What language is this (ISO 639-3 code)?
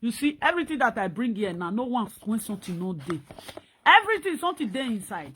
pcm